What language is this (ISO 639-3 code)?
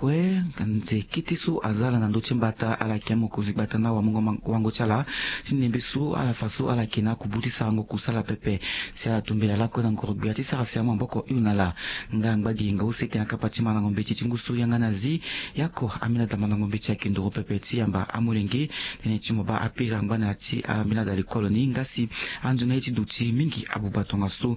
sag